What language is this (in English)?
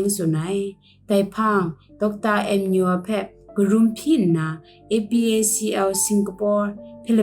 Kachin